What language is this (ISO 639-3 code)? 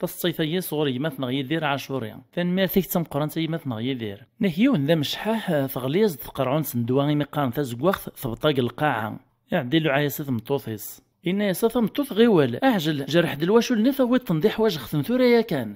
kab